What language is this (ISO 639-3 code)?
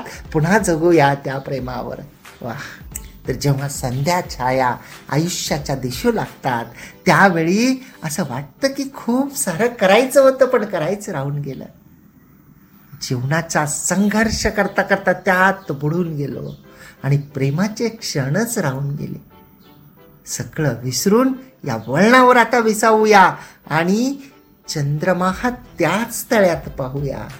mar